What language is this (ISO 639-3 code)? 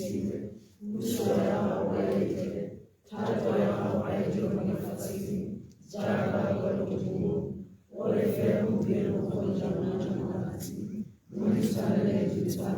tsn